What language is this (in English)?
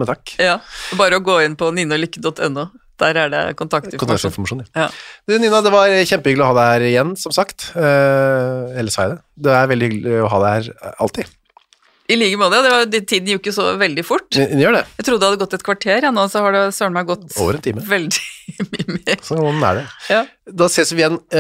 Norwegian